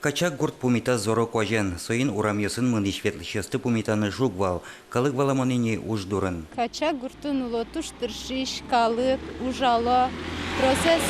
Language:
Udmurt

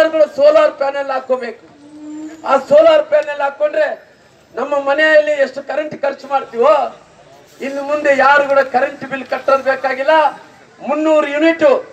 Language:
Kannada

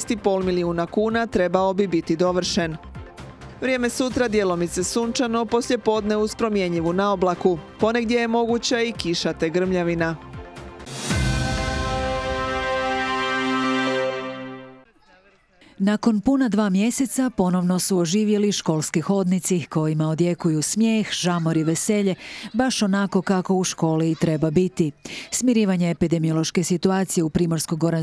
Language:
Croatian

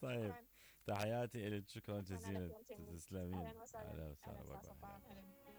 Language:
Mesopotamian Arabic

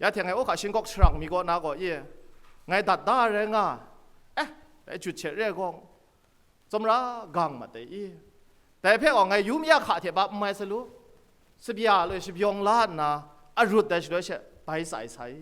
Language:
Kachin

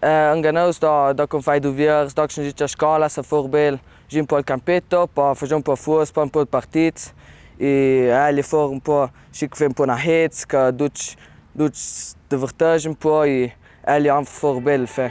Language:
Ladin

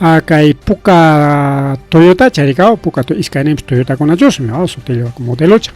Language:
Ayacucho Quechua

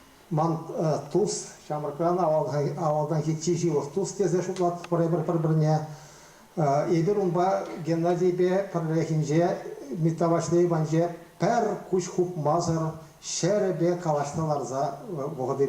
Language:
Chuvash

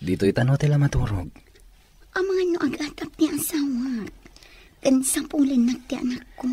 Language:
Iloko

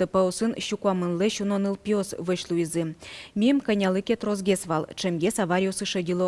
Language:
Udmurt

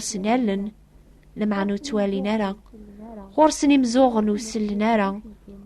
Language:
Kabyle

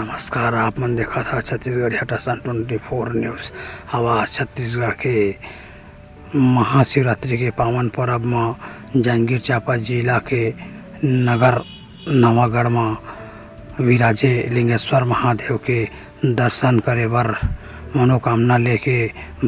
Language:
Chhattisgarhi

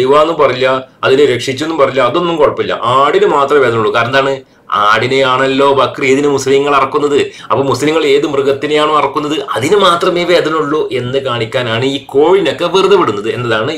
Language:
Malayalam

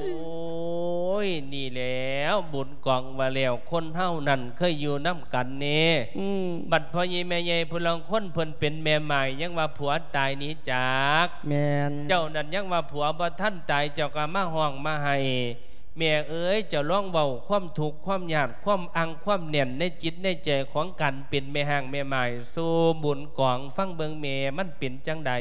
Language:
Lao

